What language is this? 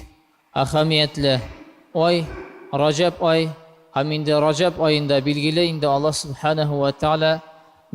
Tatar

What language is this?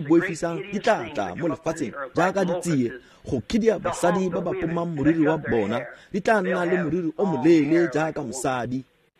Tswana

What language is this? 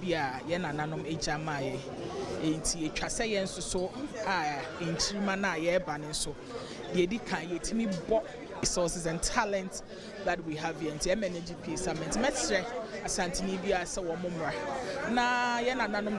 Akan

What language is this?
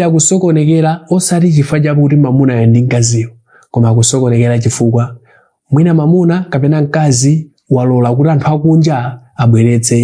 Nyanja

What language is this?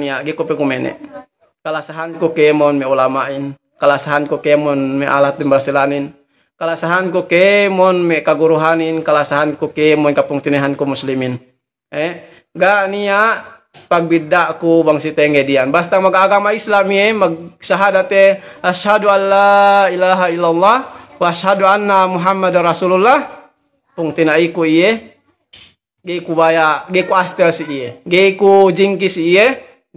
Yakan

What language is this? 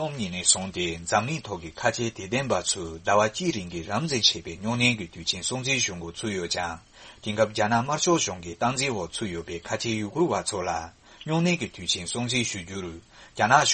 Tibetan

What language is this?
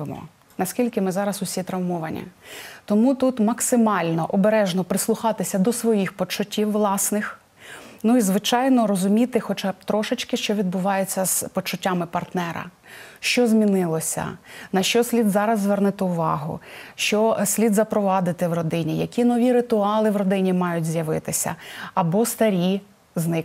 Ukrainian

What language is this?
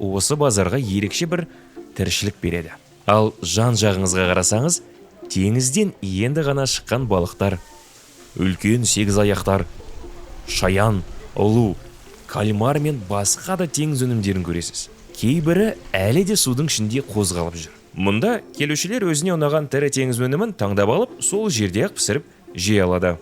Kazakh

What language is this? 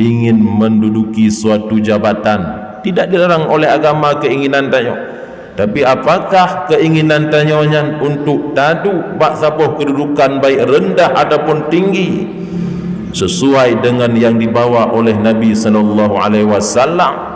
Achinese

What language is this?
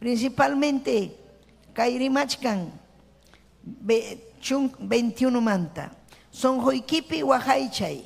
Ayacucho Quechua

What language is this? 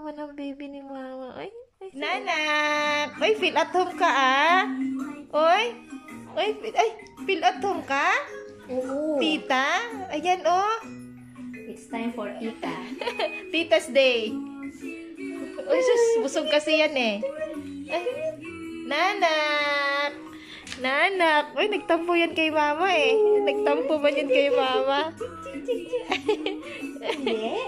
Filipino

